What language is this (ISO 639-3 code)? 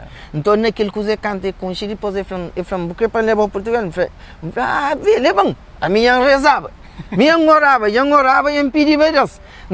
kea